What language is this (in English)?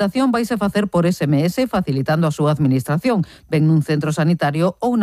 Galician